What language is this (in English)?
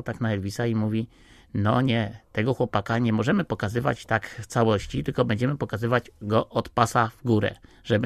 Polish